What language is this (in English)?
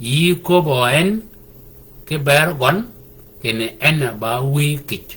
Shilluk